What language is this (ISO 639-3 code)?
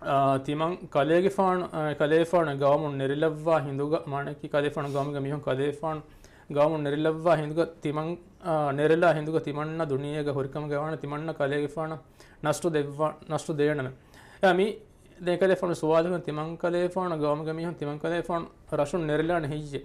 div